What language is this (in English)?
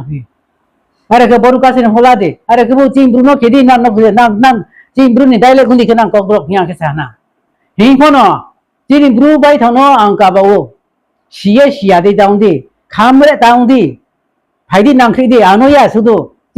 Riang (India)